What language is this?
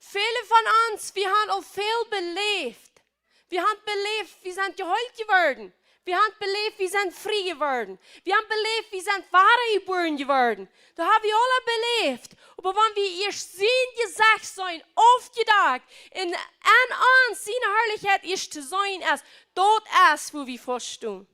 Plautdietsch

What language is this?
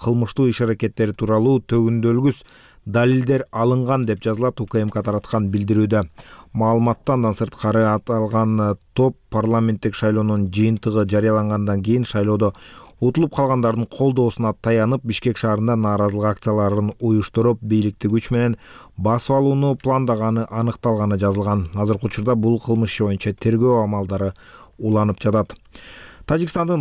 Kyrgyz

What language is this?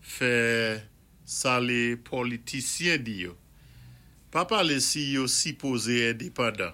Saint Lucian Creole French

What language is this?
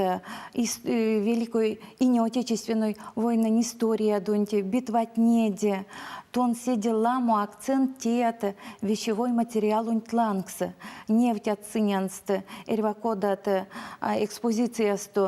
Erzya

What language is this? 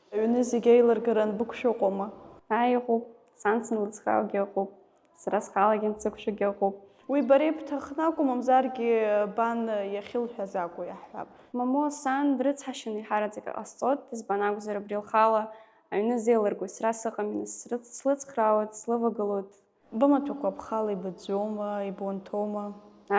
Abkhazian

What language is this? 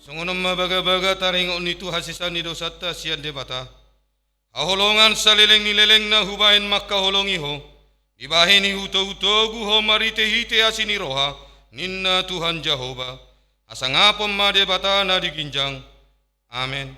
Batak Toba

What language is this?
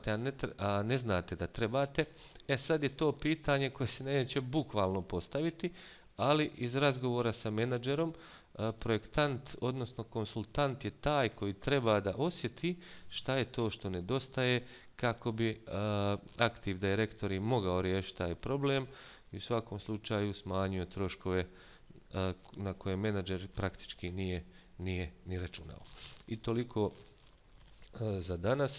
Bosnian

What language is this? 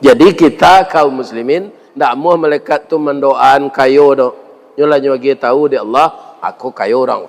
Minangkabau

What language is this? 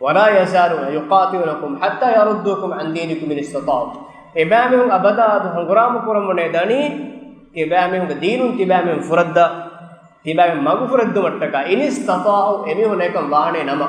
Divehi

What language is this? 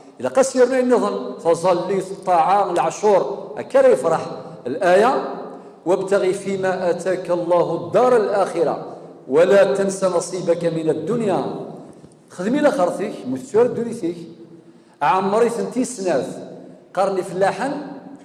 Kabyle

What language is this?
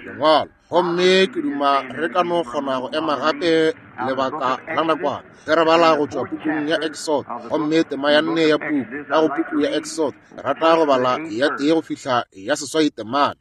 Northern Sotho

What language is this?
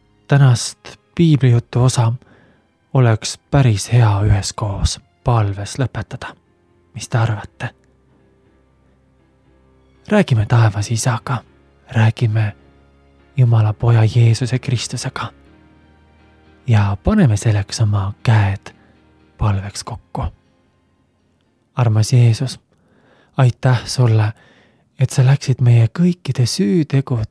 Estonian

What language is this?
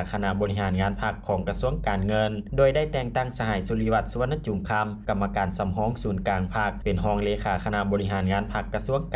Lao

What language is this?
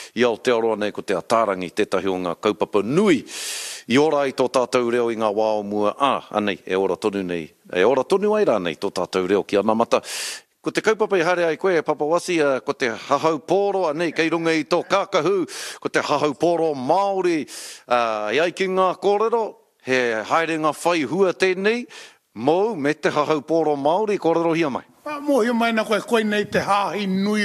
Māori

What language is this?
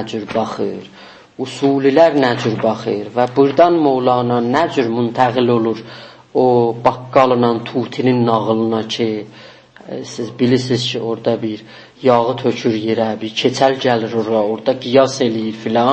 South Azerbaijani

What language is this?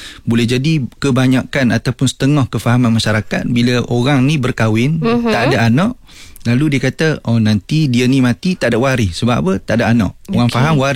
Malay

